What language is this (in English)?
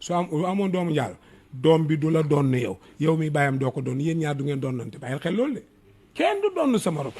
Wolof